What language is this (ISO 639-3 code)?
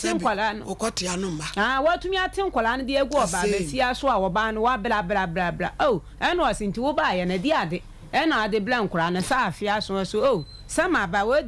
aka